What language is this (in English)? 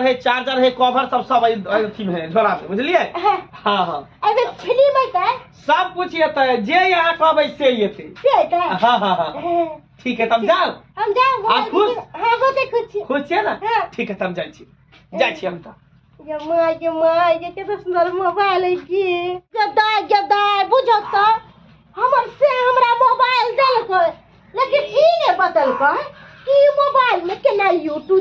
Maithili